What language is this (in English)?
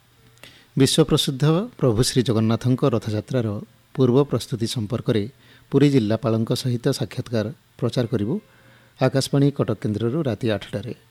Odia